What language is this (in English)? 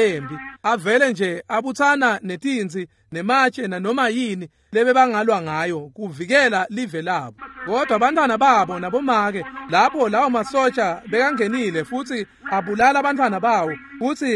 Swati